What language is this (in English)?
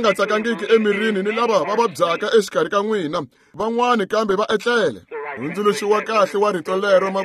Tsonga